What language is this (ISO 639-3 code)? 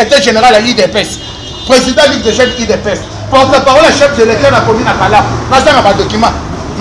lin